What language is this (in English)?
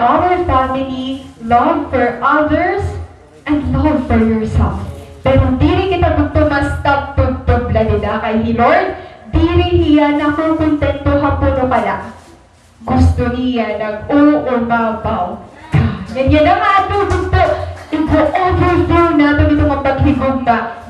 Waray